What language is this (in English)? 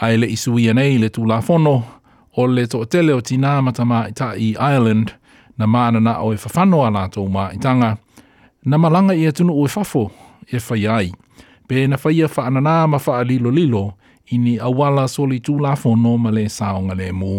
Samoan